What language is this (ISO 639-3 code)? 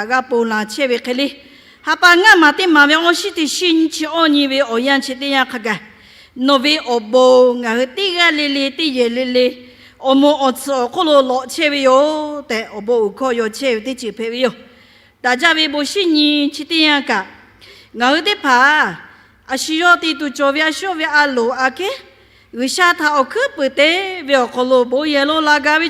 lhu